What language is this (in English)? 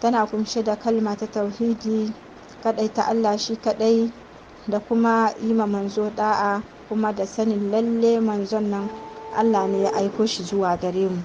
Hausa